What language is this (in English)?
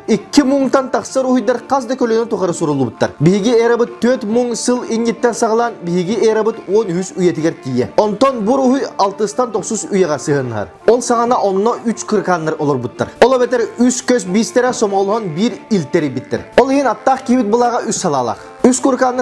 Yakut